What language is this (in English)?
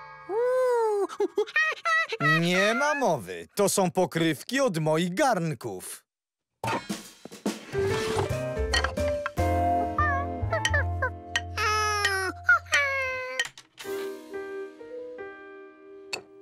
Polish